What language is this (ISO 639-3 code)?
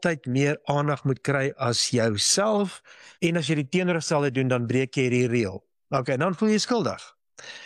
afr